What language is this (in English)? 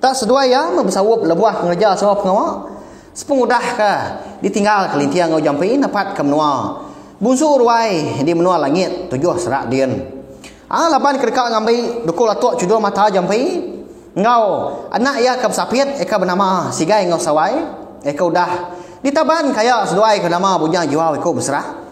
Iban